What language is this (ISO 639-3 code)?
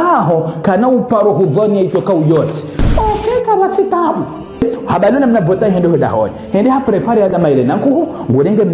zdj